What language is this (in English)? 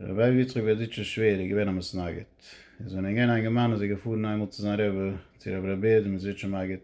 Yiddish